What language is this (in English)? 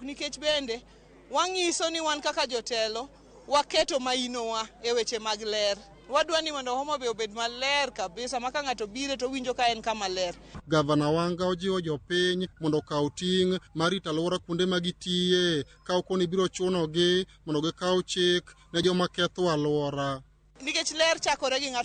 Luo (Kenya and Tanzania)